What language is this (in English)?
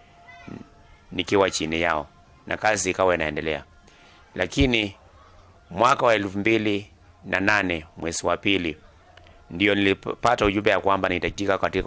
Swahili